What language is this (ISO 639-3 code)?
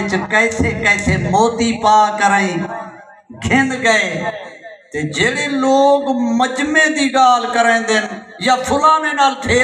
skr